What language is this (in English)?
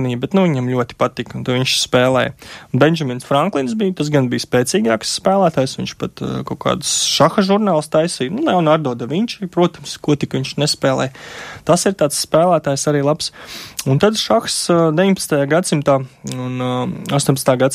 Latvian